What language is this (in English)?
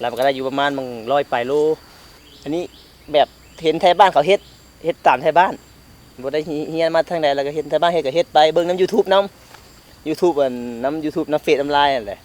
Lao